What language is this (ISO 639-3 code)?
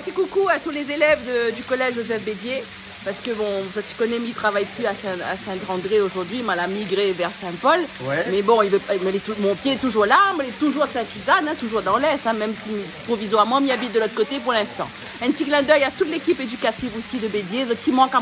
rcf